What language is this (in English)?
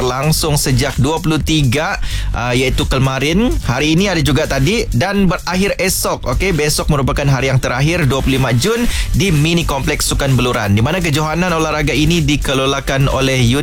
Malay